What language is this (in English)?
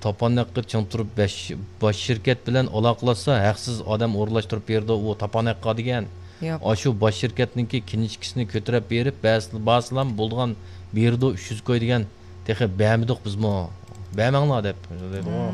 Uyghur